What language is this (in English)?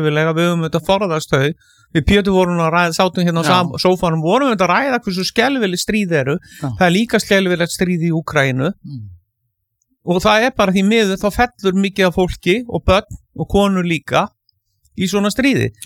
Icelandic